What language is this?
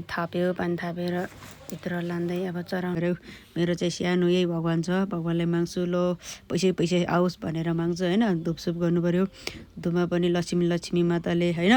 Nepali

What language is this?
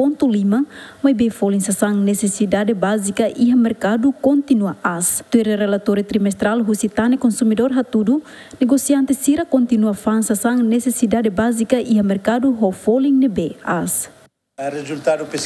Tetum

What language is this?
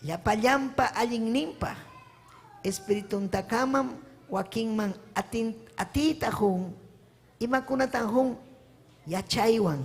Ayacucho Quechua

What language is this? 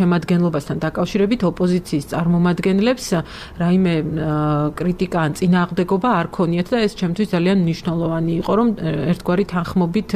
Georgian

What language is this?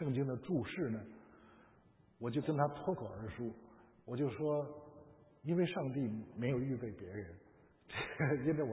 Chinese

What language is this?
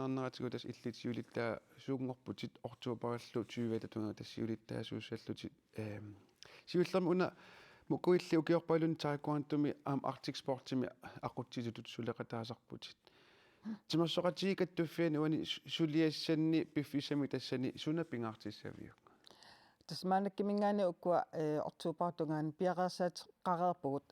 Kalaallisut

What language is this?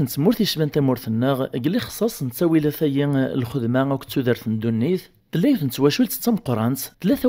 Kabyle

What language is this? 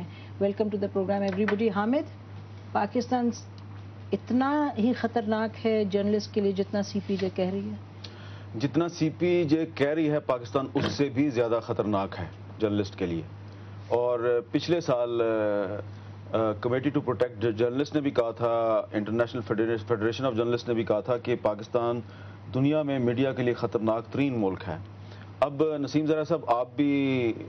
Urdu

